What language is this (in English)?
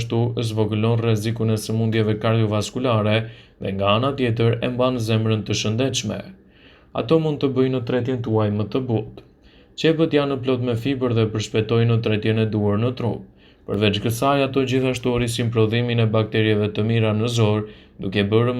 Albanian